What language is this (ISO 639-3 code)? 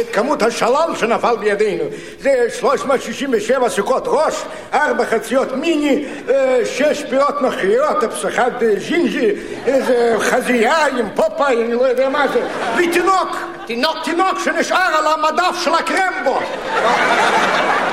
heb